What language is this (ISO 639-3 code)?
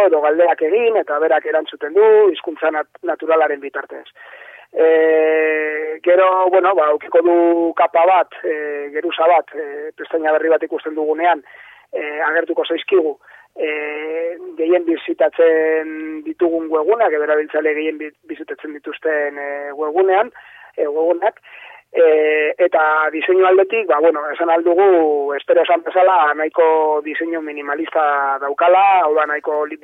eus